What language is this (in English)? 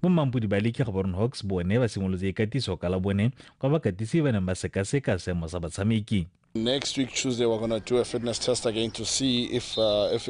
Tswana